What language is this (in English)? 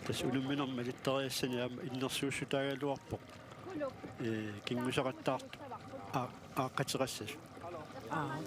Kalaallisut